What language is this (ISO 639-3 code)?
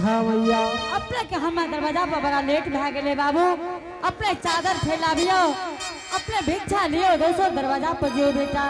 anp